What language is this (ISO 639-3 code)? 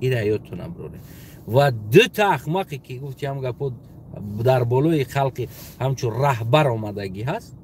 tgk